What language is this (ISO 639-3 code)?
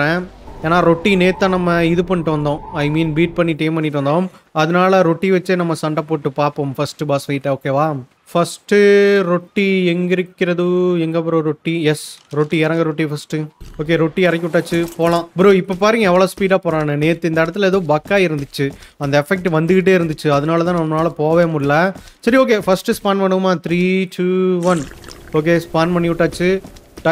tam